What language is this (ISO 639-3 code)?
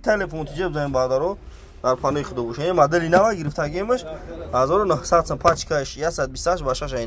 tgk